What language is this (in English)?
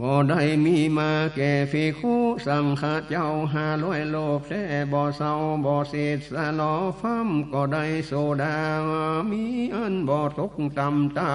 Northern Thai